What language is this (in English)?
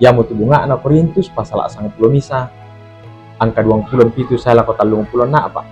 Toraja-Sa'dan